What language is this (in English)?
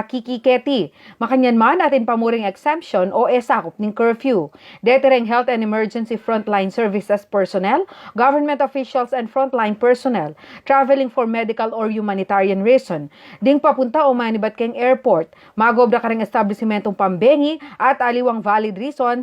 Pampanga